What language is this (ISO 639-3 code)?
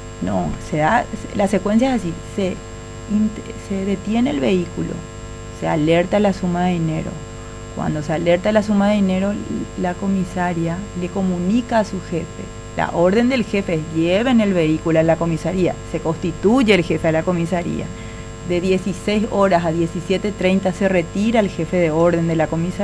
spa